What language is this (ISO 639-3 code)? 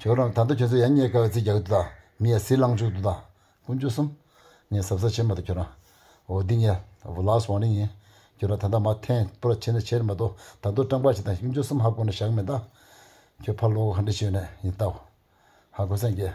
bod